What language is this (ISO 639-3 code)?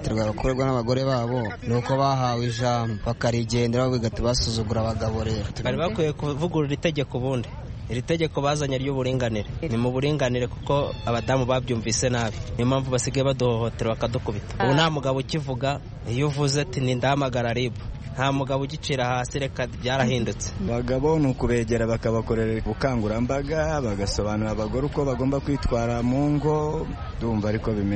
kin